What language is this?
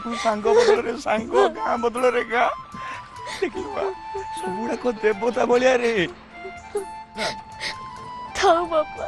Odia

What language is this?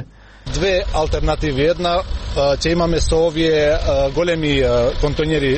Macedonian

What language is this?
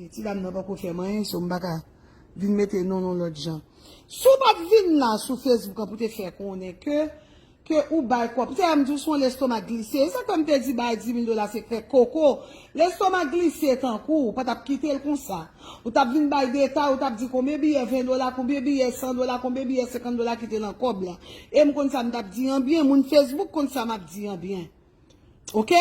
Haitian Creole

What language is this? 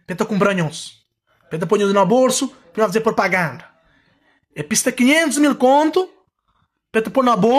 Kabuverdianu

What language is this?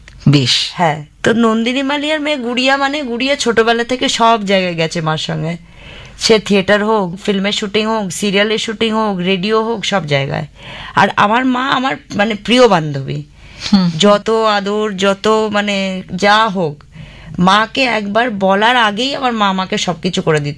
Bangla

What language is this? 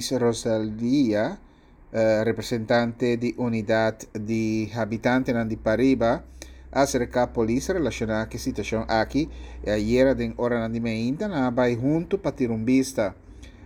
Papiamento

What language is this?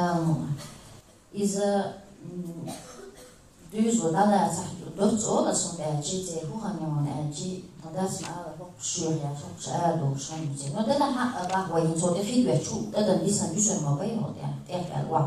Chechen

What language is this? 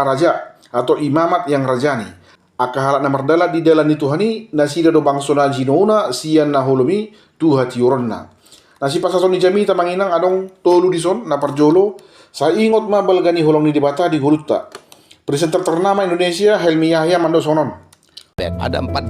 Batak Toba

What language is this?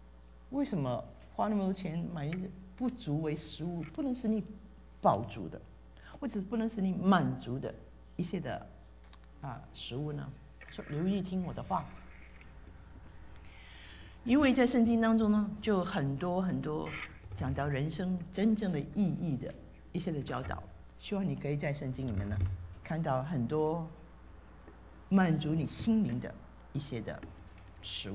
Chinese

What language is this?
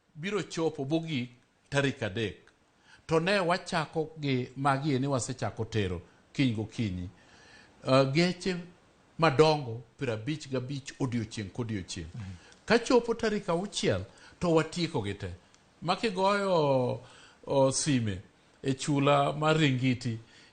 Luo (Kenya and Tanzania)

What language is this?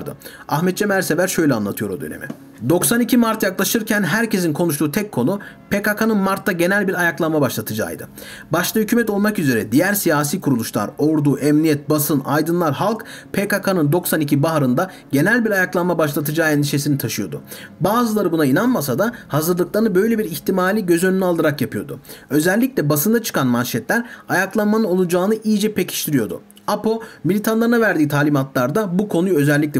Turkish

